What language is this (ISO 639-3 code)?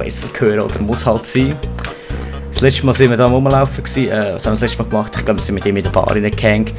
gsw